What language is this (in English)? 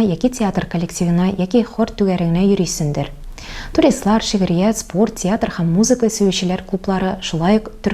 Tatar